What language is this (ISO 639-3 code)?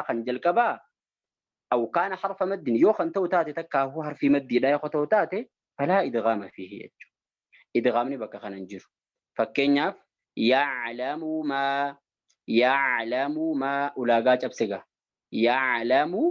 orm